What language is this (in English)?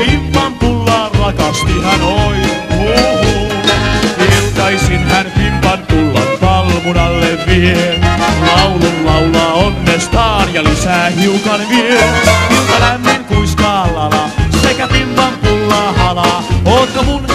Finnish